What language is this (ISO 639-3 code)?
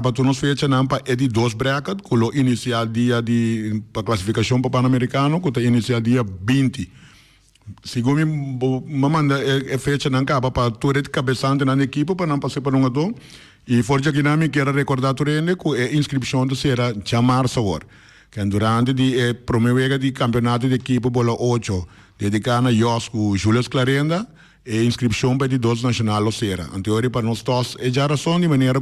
pap